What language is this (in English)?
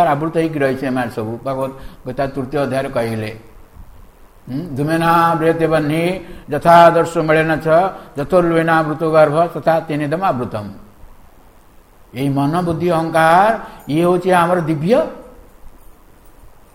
Odia